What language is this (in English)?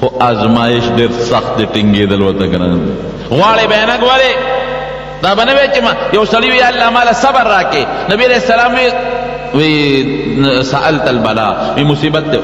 Pashto